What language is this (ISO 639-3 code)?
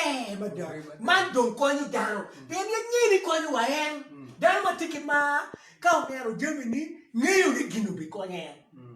ach